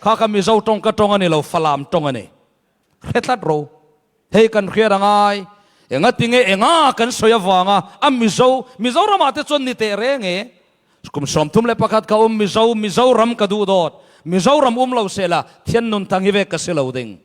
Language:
Falam Chin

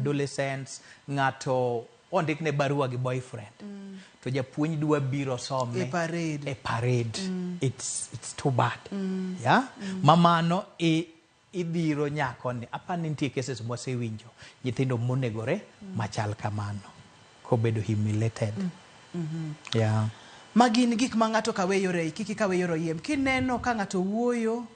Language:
Luo (Kenya and Tanzania)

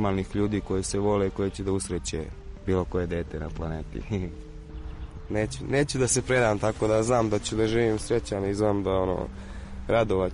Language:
Serbian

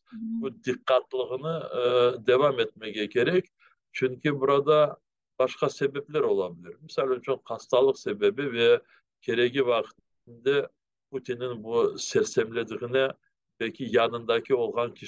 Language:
Crimean Tatar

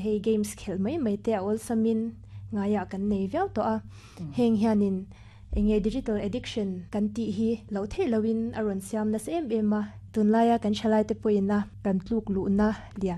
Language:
Mizo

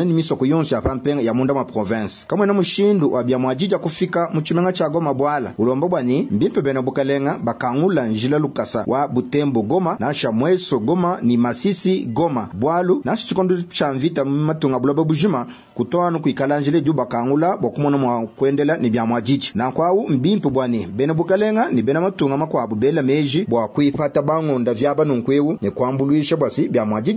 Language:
Luba-Lulua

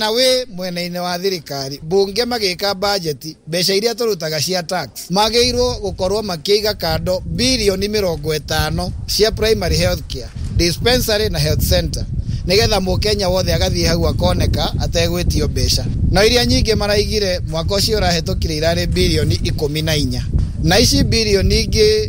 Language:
Kikuyu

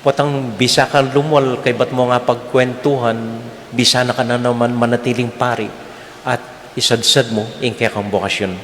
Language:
Pampanga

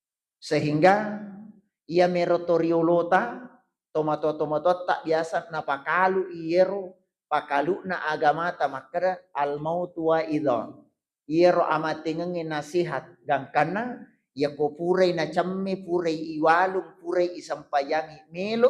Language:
Buginese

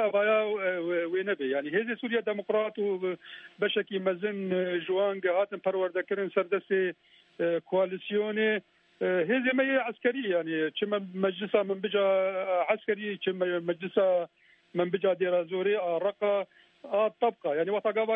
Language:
Kurdish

